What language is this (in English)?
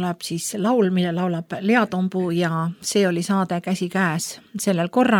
Estonian